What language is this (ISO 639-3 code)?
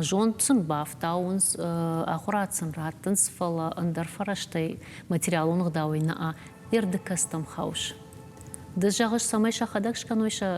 oss